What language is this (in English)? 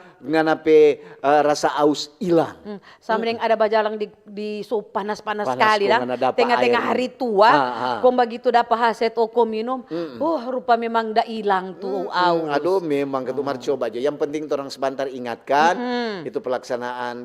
Manado Malay